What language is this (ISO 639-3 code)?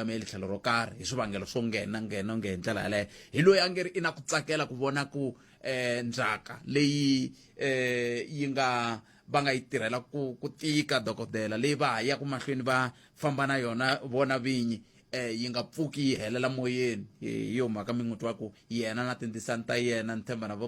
tso